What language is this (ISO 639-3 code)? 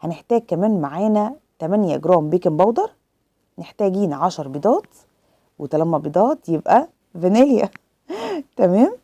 arz